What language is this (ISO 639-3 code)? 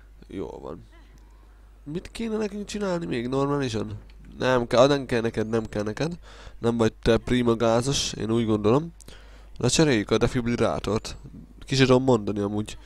hun